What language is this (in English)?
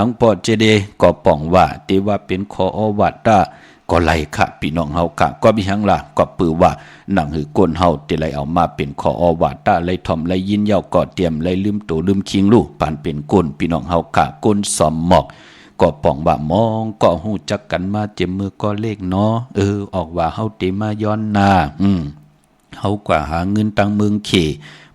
Shan